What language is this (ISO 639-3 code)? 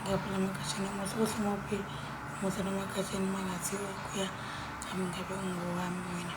zul